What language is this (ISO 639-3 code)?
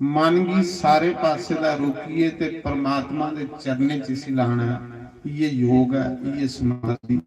doi